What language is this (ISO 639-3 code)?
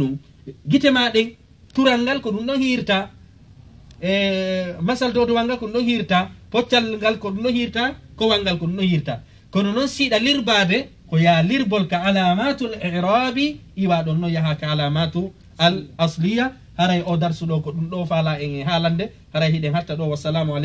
ful